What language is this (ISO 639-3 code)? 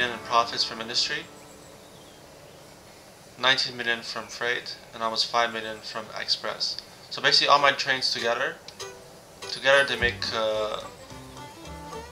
eng